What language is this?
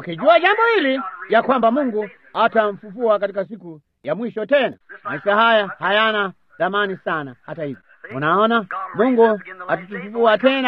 Swahili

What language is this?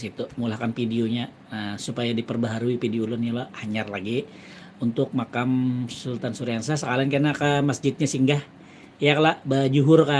Banjar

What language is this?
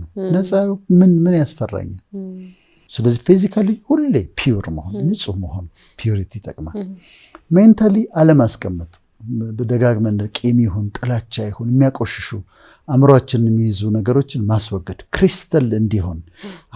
Amharic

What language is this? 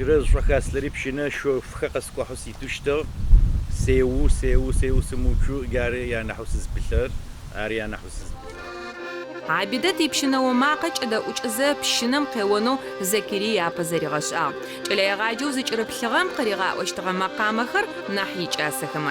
Adyghe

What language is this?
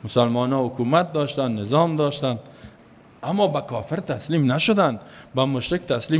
Persian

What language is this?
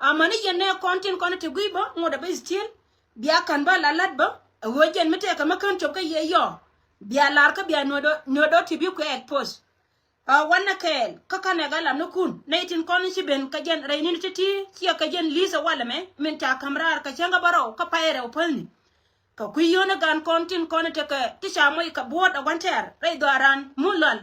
Nuer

